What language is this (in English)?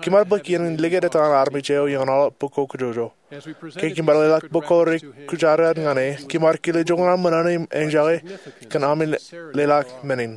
Marshallese